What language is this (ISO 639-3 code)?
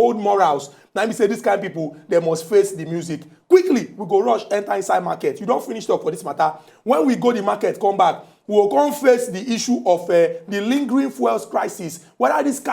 pcm